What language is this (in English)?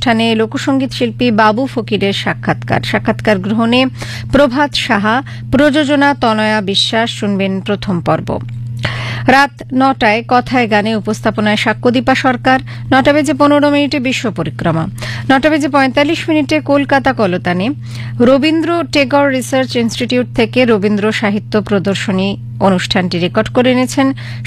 Bangla